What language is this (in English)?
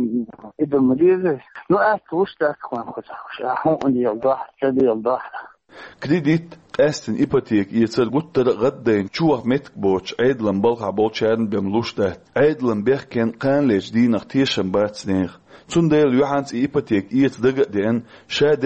Chechen